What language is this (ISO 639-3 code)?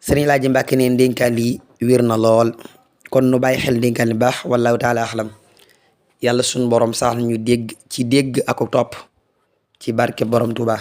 wol